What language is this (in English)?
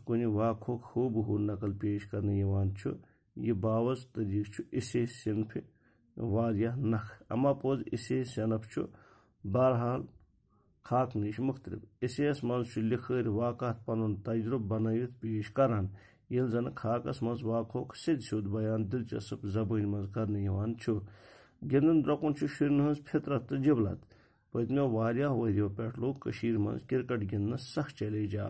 Kashmiri